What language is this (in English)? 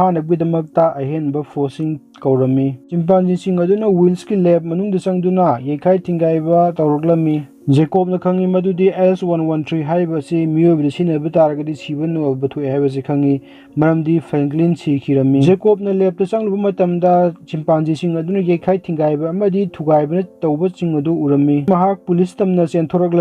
Manipuri